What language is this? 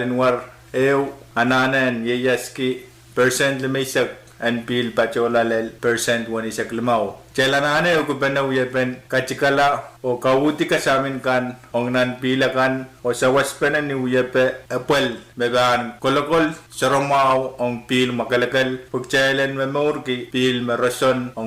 Pohnpeian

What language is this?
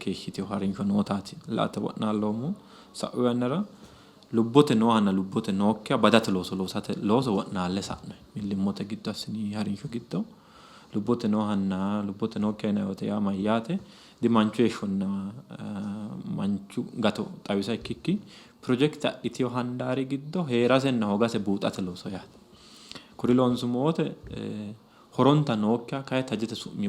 Sidamo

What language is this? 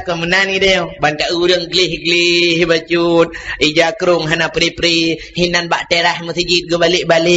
Achinese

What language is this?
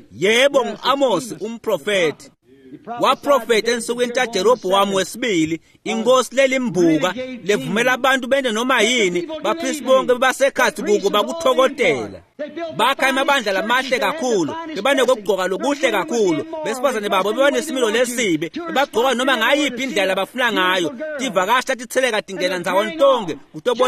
Swati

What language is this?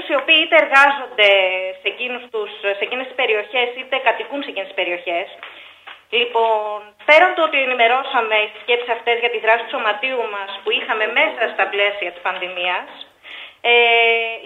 Greek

